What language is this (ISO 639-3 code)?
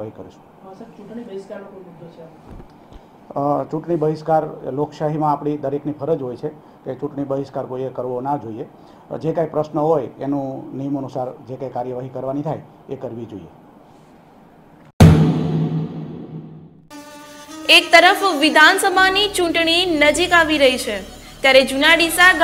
guj